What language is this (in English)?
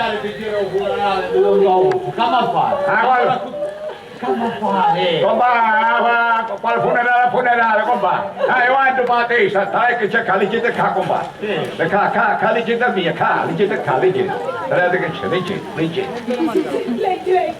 Sicilian